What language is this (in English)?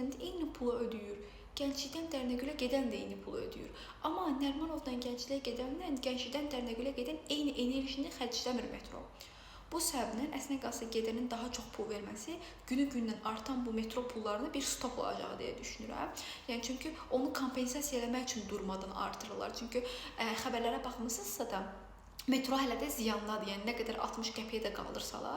Azerbaijani